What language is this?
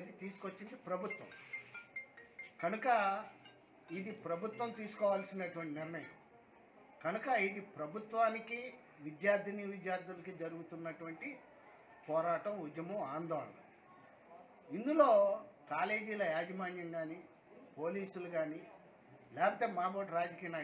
Telugu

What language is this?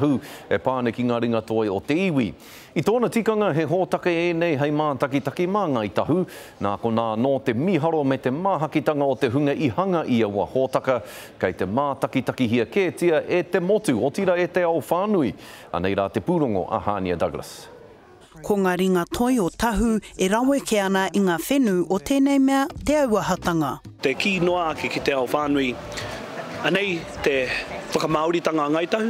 Māori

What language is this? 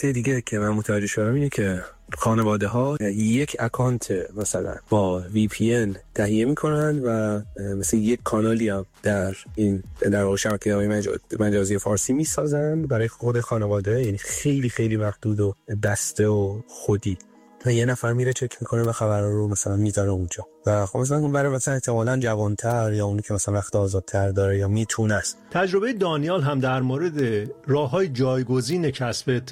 Persian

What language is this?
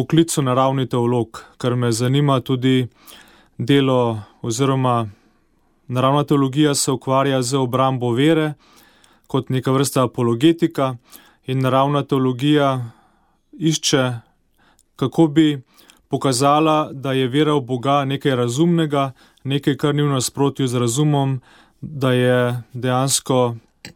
Slovenian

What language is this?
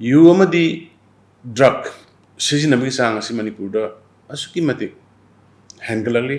Manipuri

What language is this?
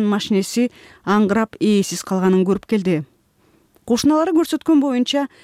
Kyrgyz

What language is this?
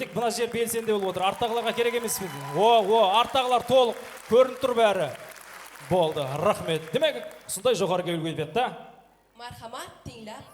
Kara-Kalpak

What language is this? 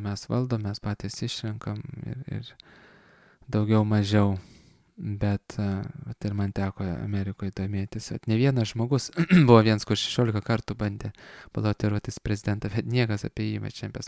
Lithuanian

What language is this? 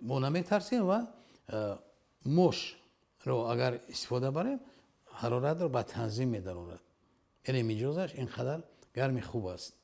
Tajik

